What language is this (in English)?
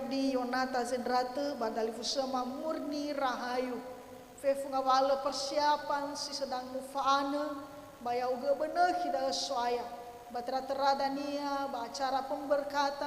Nias